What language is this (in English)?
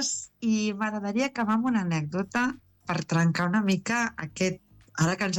Catalan